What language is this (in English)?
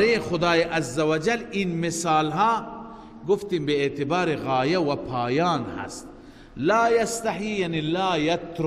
Persian